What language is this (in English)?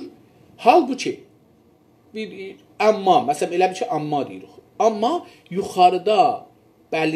South Azerbaijani